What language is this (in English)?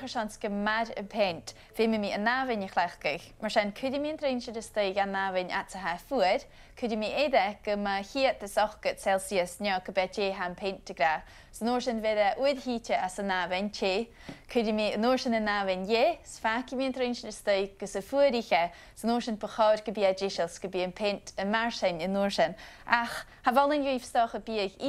Scottish Gaelic